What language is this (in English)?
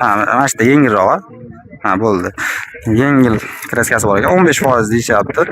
Uzbek